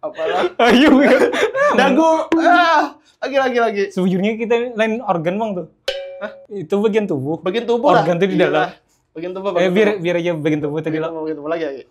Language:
Banjar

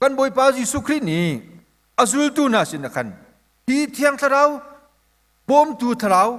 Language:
Hakha Chin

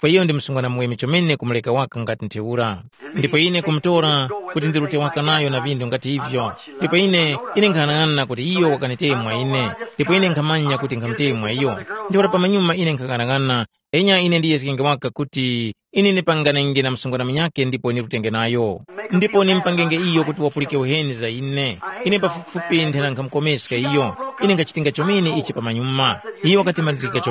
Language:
Tumbuka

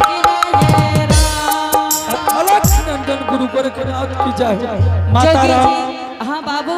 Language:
Angika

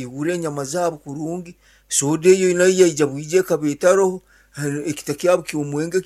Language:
Nyankole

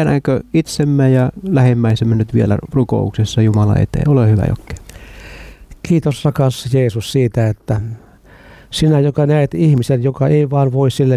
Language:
Finnish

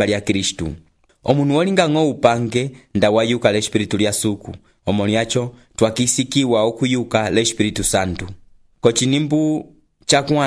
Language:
Umbundu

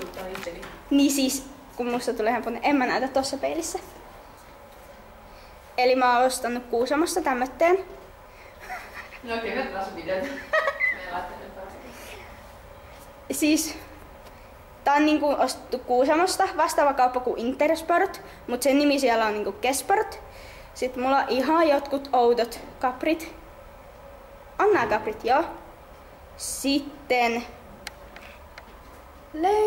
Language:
Finnish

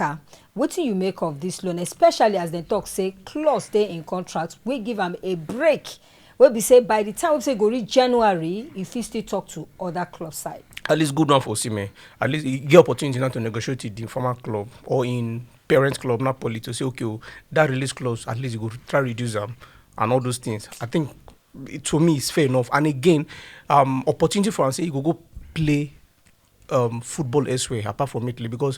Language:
Nigerian Pidgin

